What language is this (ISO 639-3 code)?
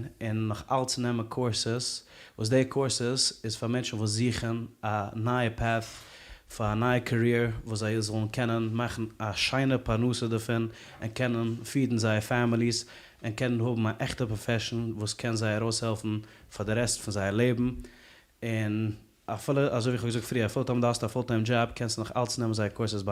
yid